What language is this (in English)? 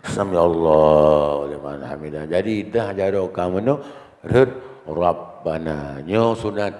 Achinese